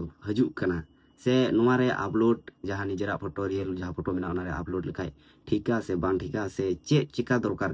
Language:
Santali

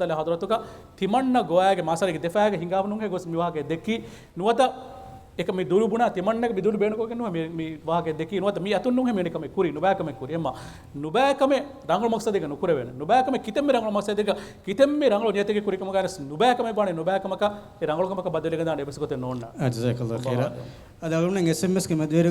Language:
Divehi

